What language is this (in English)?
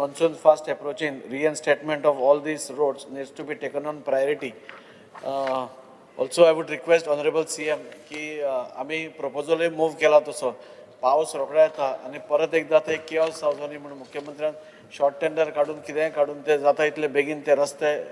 Konkani